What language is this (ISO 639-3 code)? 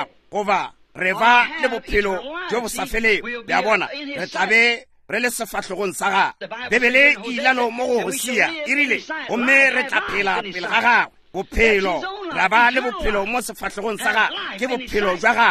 nso